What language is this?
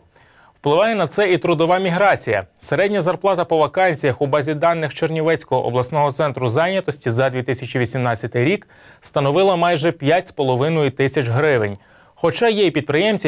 Ukrainian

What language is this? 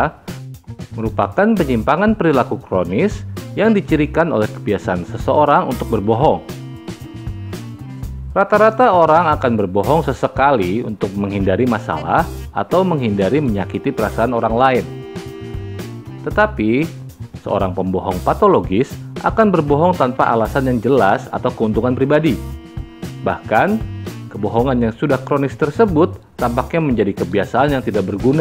Indonesian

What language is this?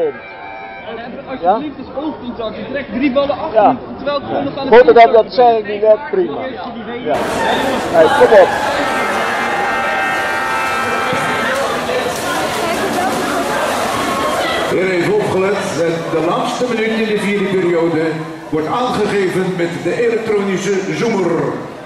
Dutch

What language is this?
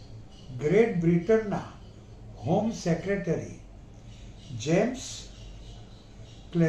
Gujarati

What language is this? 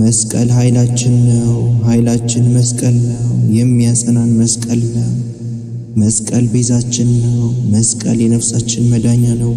Amharic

